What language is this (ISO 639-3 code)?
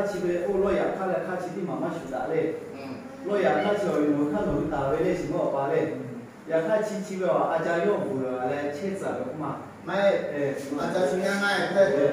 lhu